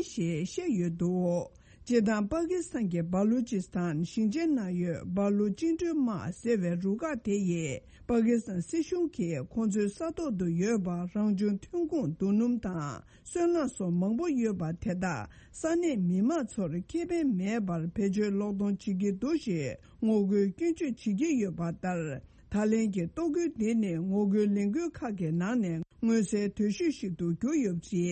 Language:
Tibetan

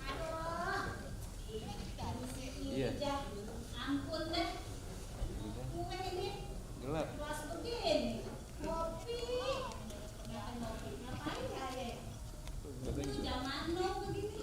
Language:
Betawi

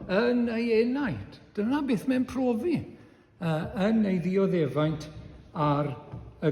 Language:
Welsh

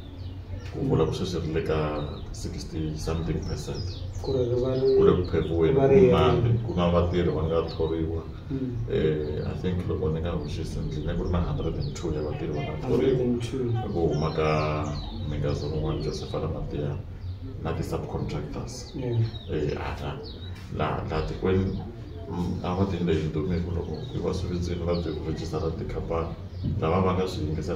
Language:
Tsonga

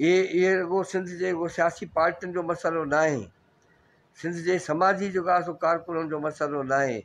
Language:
Sindhi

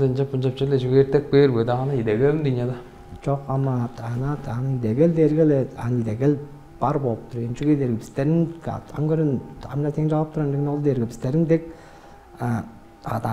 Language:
Tuvinian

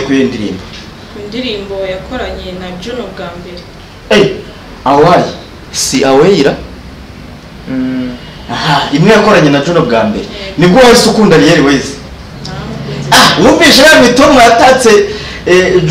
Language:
Kinyarwanda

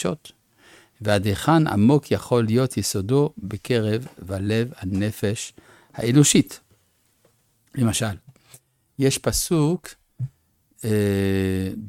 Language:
Hebrew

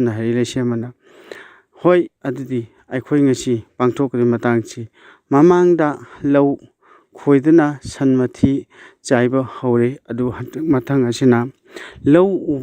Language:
Manipuri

